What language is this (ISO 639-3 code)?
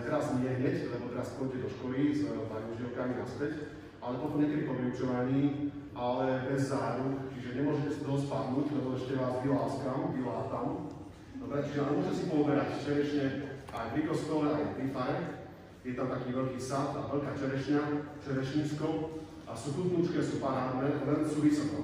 slk